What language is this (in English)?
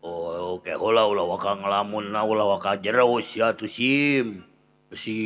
Sundanese